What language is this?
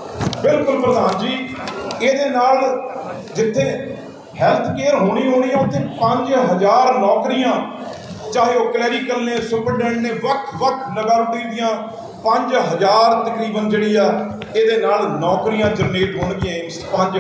Punjabi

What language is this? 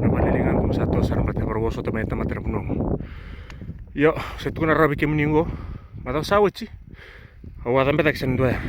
Fijian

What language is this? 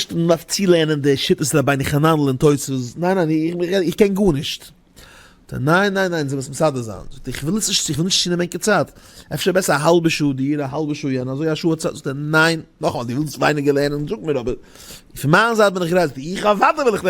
Yiddish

